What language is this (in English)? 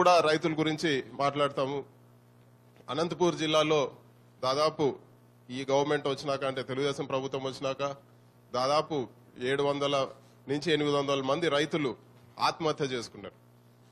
Telugu